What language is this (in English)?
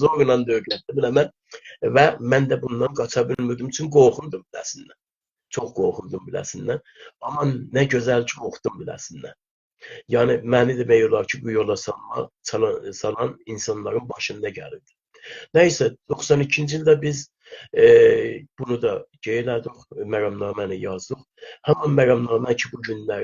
South Azerbaijani